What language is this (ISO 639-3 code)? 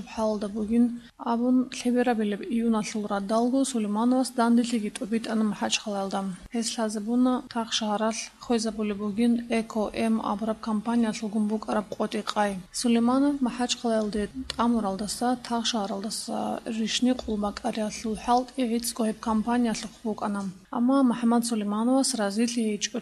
ava